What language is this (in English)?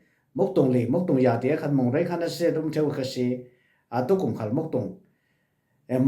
Falam Chin